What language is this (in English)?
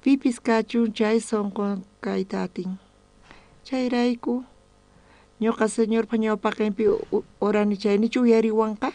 South Bolivian Quechua